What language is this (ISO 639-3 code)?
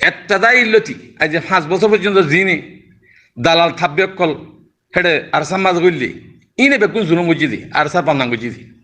rhg